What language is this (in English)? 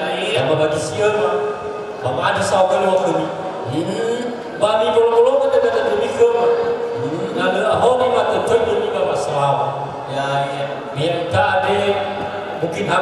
Nias